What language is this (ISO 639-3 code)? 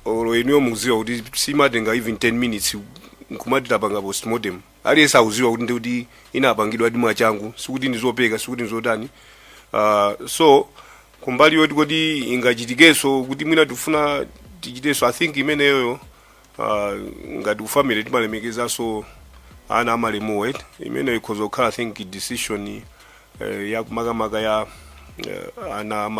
nya